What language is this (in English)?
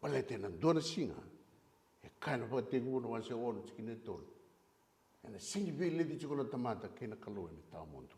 Fijian